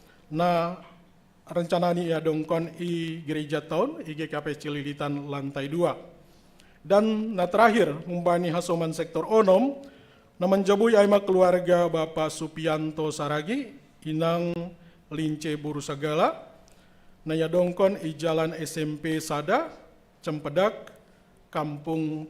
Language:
Batak Simalungun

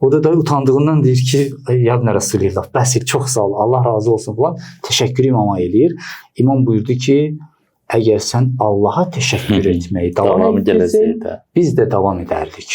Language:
Azerbaijani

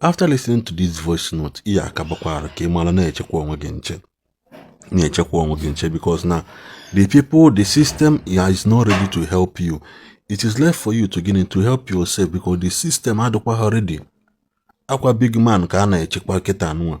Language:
Igbo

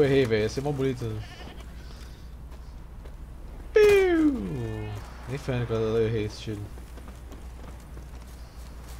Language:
Portuguese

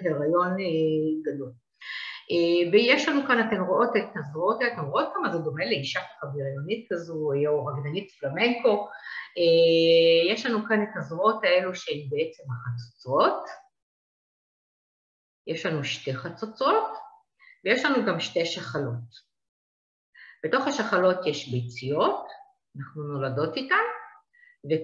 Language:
Hebrew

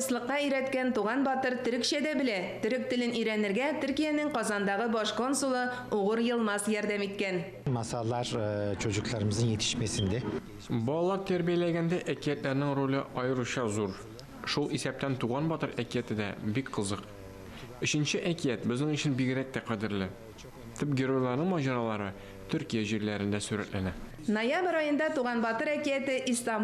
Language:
Tatar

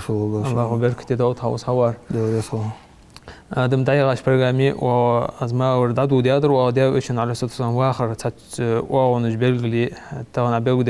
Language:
Ingush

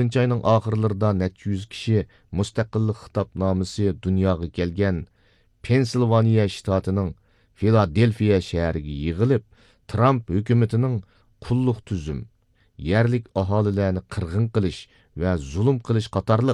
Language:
Uyghur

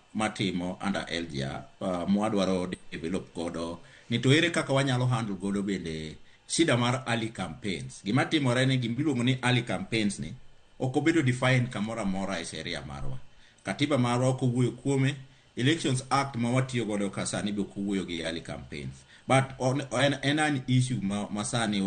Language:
Luo (Kenya and Tanzania)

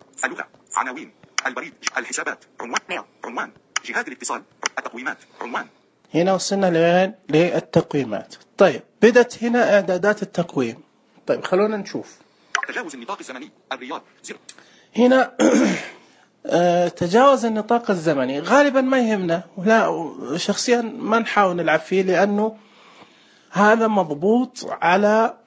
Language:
Najdi Arabic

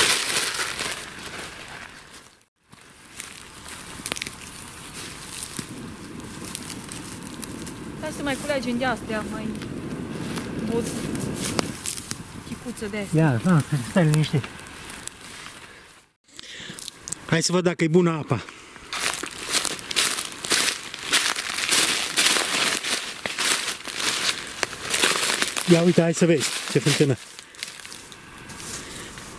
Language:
Romanian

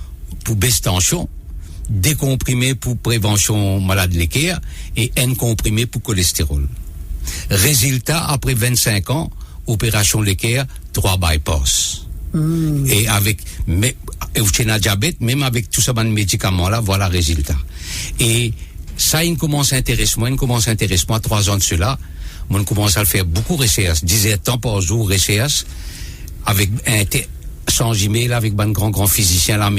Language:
Morisyen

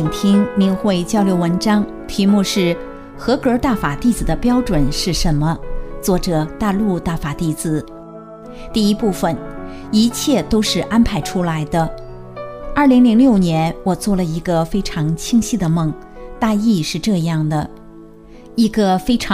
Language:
Chinese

